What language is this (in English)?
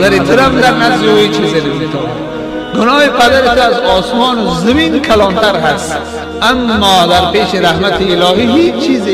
Tajik